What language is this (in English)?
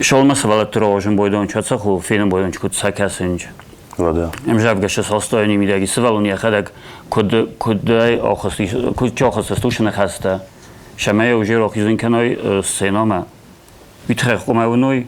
Ossetic